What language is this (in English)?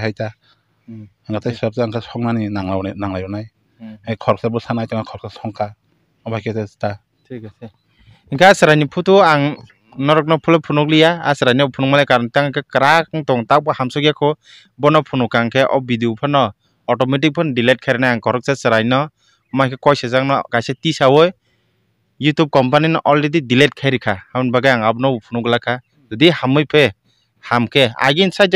Kok Borok